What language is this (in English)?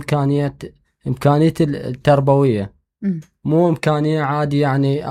Mesopotamian Arabic